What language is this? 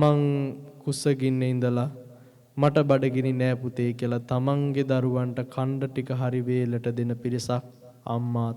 Sinhala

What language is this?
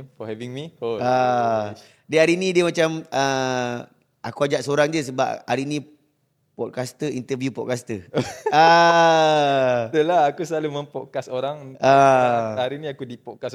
Malay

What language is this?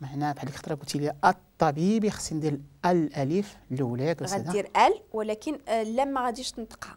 Moroccan Arabic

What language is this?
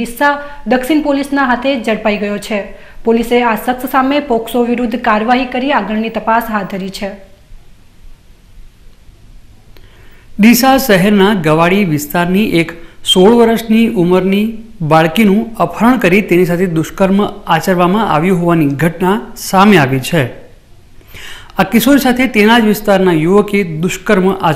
Gujarati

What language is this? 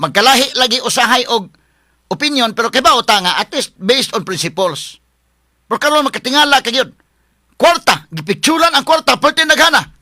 Cebuano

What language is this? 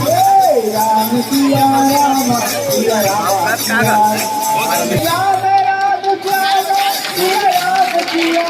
Chhattisgarhi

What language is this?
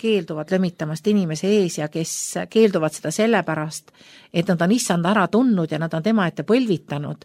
Estonian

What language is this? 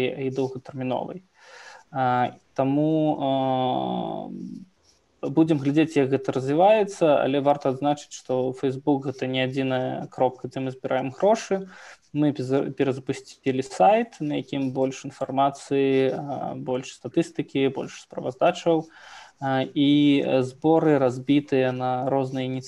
Belarusian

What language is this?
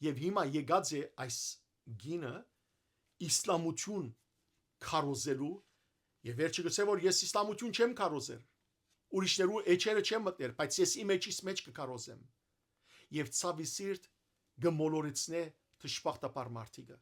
Western Armenian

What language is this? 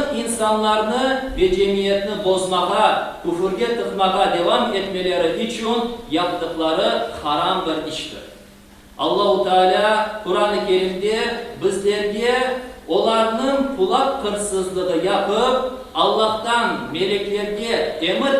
Crimean Tatar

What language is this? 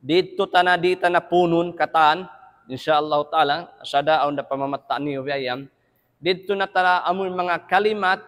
Tausug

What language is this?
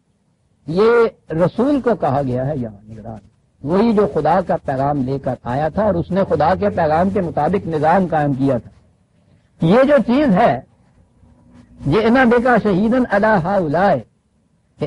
Urdu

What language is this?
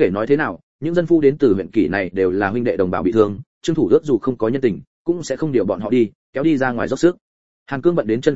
Vietnamese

